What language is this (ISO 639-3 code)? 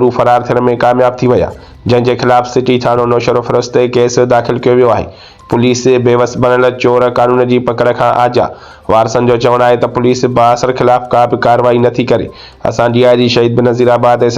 snd